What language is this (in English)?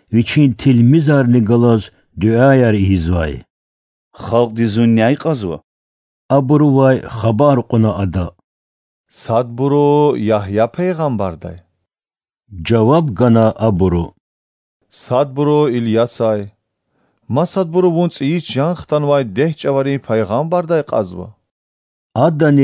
Lezghian